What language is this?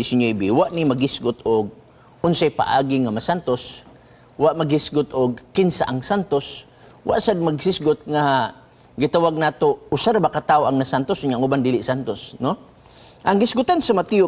Cebuano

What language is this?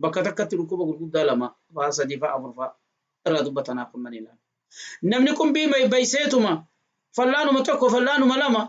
Oromo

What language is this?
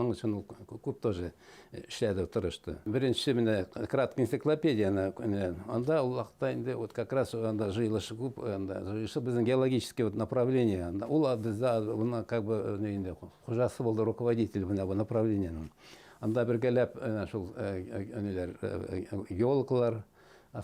Bashkir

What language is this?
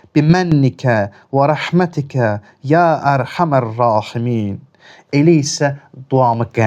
Azerbaijani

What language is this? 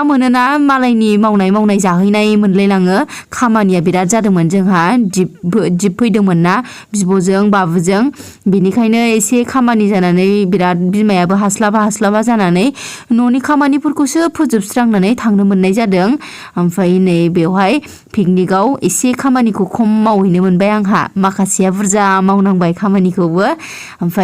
Bodo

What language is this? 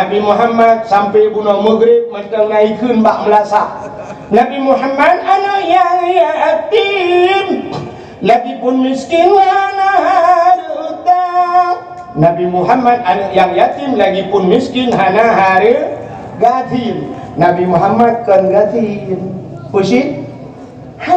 Achinese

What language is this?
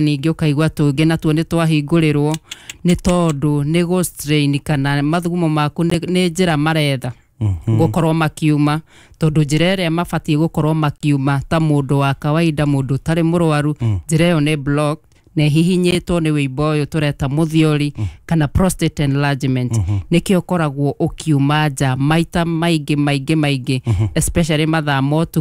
Kikuyu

